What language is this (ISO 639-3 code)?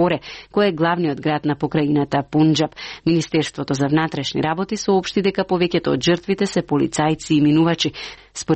mkd